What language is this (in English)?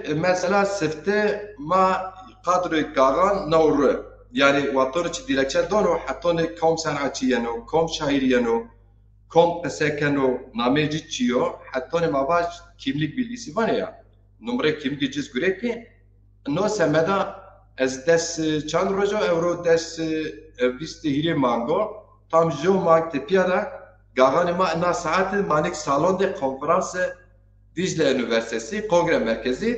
Zaza